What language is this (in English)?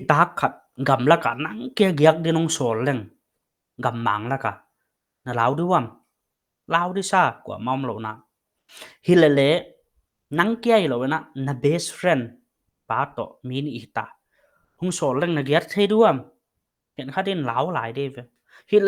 Paite Chin